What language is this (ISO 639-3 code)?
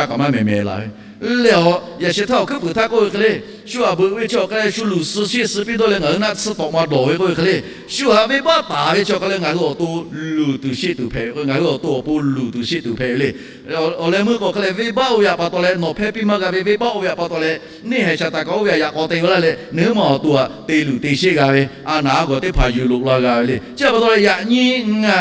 lhu